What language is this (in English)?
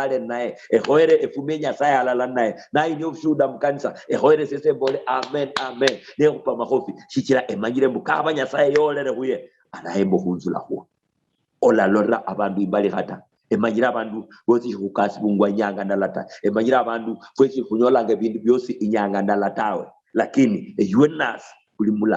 Luyia